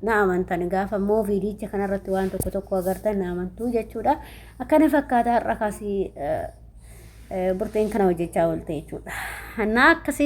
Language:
Oromo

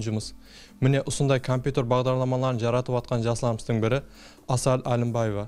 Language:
Kara-Kalpak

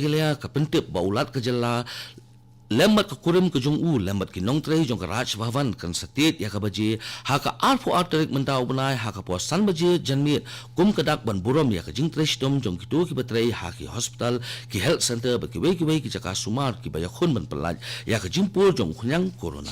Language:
Khasi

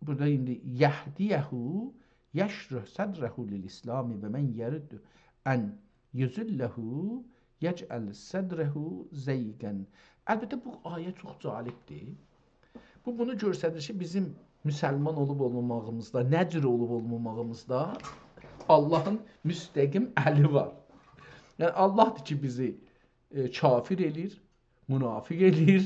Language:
South Azerbaijani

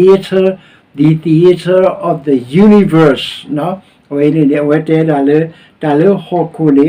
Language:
S'gaw Karen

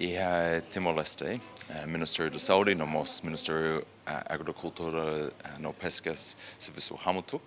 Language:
Tetum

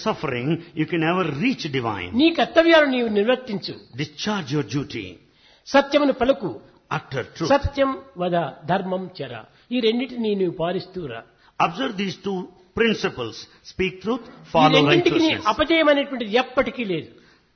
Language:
Telugu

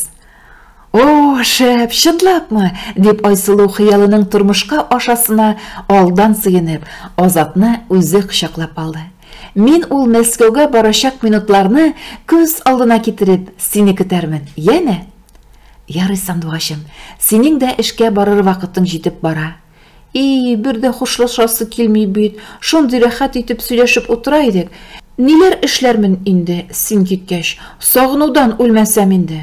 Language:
Tatar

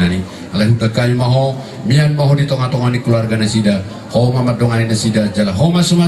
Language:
Batak Toba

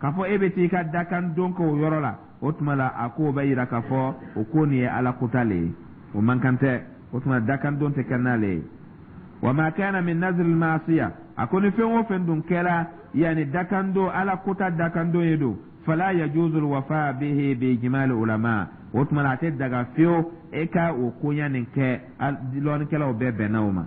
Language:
Dyula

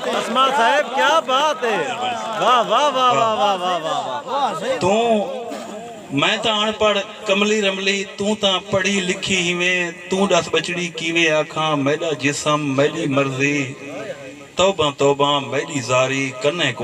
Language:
Saraiki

